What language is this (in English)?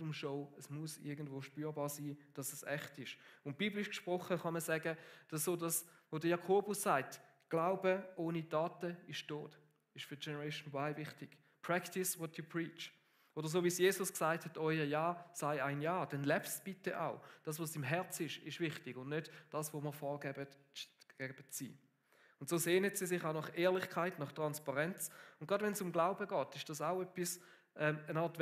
Swiss German